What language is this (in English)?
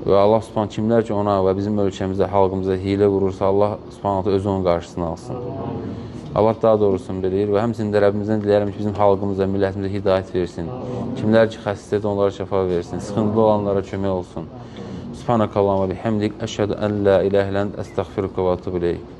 Azerbaijani